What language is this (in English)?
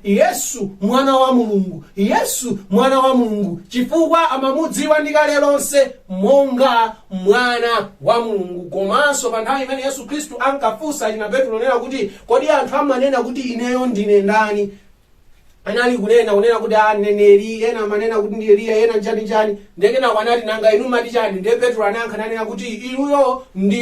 Nyanja